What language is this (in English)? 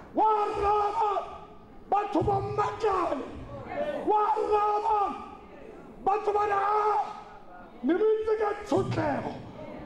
Tswana